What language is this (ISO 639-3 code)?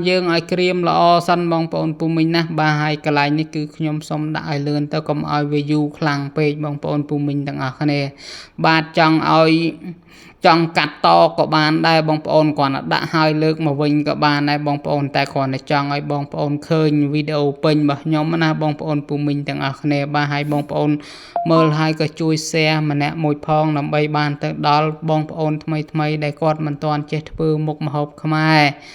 khm